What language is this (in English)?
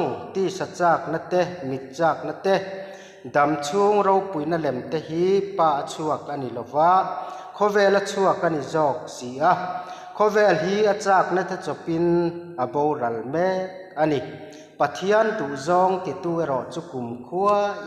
Mizo